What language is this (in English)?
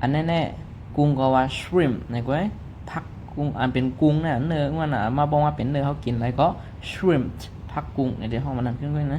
Shan